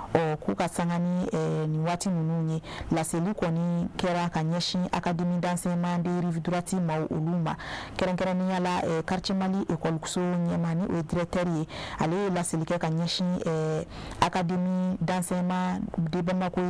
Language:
Bambara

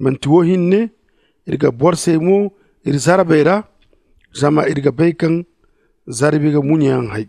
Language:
Zarma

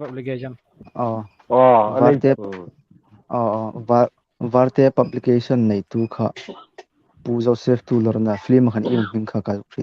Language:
Hmar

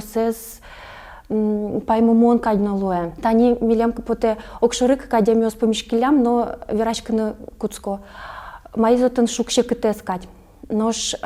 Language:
Udmurt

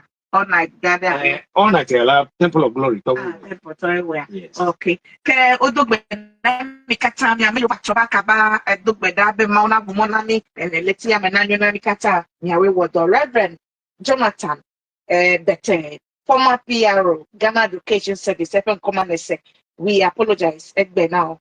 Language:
Ewe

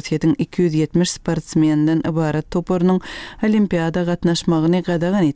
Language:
Turkmen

